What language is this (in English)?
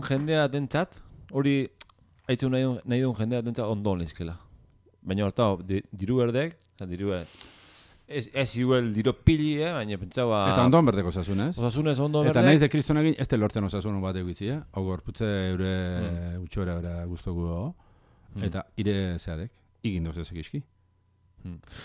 Basque